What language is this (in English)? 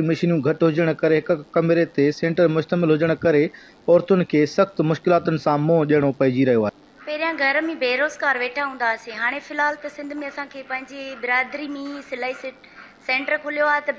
Sindhi